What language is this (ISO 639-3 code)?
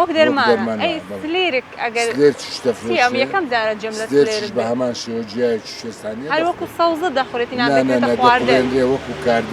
ckb